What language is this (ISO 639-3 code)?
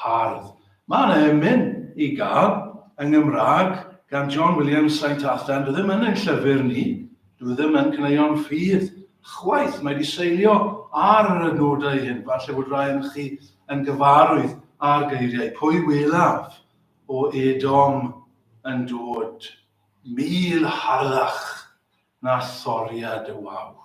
cym